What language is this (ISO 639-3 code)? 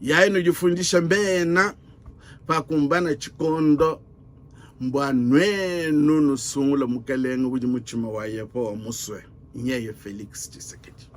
lua